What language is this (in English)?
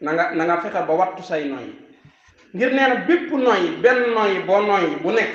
Wolof